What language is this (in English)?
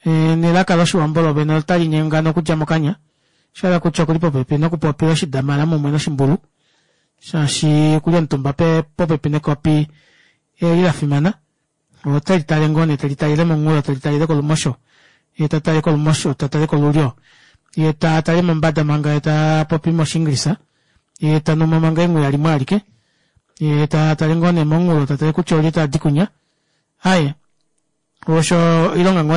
Kuanyama